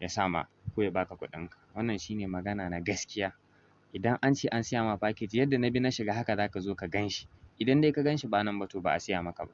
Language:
Hausa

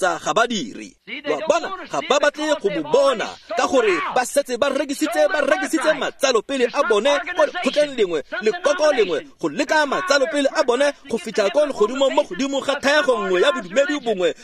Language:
Tswana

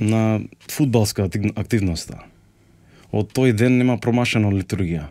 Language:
Macedonian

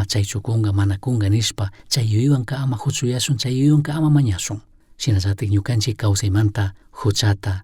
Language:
Chimborazo Highland Quichua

